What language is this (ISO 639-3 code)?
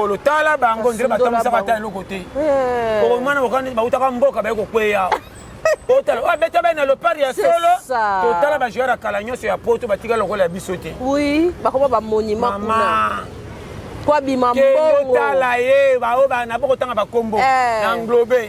lin